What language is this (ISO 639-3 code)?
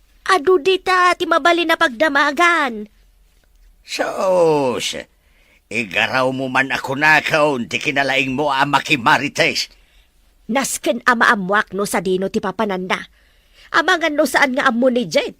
ilo